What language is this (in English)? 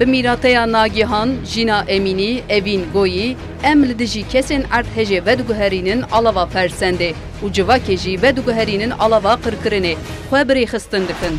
Kurdish